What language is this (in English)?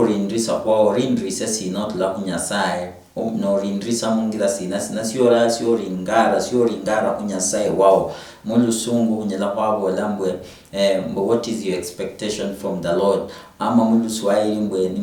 Luyia